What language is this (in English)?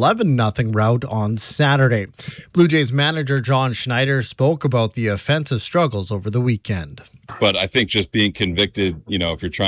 English